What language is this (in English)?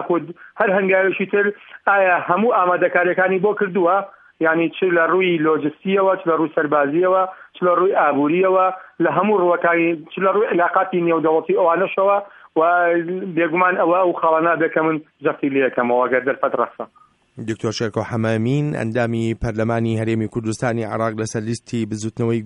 Central Kurdish